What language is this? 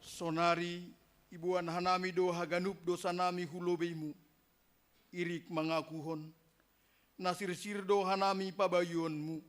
Batak Simalungun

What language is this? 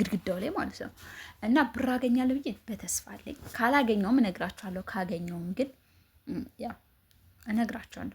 Amharic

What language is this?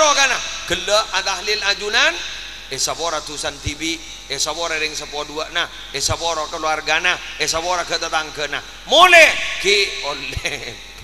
Madurese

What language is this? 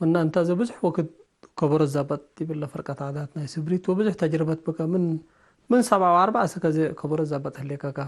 Tigre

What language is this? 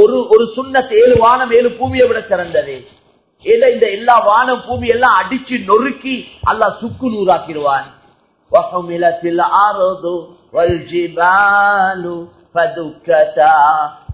Tamil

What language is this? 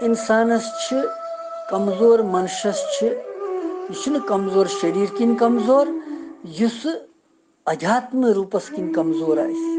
Kashmiri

